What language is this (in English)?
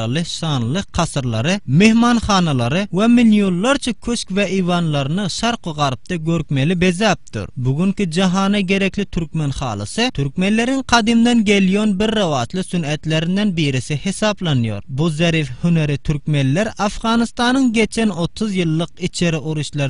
Turkmen